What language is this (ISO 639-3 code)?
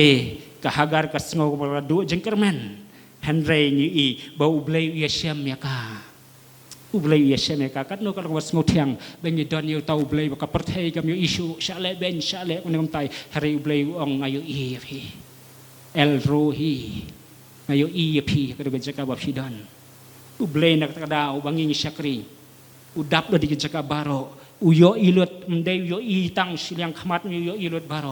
kha